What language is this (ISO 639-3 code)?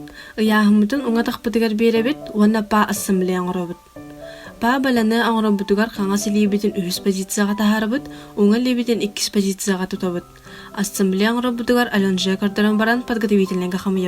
sah